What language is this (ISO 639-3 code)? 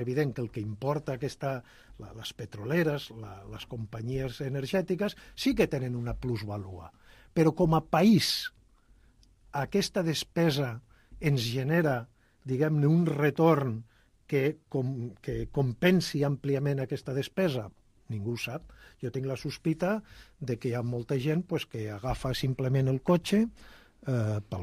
cat